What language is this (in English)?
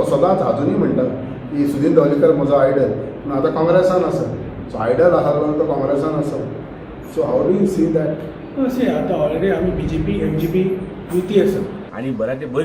Konkani